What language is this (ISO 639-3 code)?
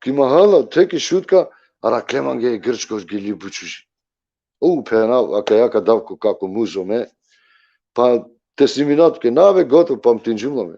rmn